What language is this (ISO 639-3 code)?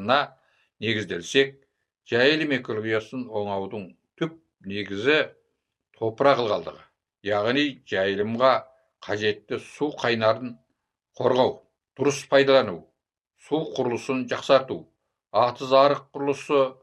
kaz